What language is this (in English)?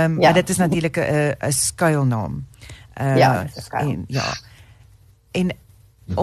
Afrikaans